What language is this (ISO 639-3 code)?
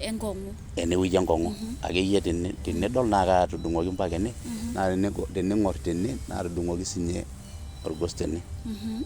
mas